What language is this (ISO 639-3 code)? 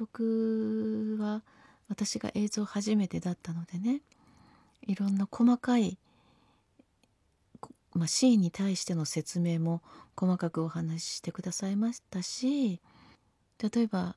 jpn